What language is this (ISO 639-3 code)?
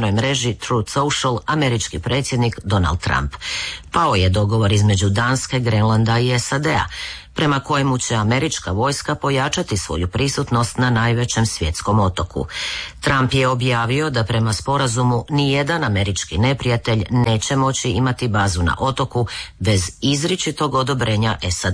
hrv